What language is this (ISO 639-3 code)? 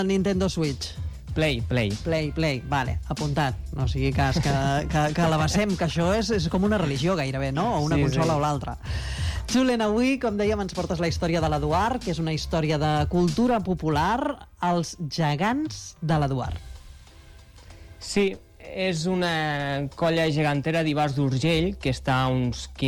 cat